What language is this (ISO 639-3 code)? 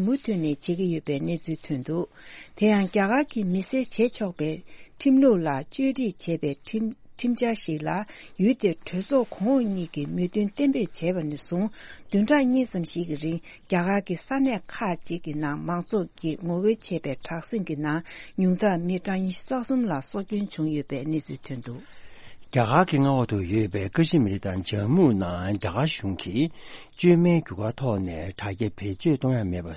bod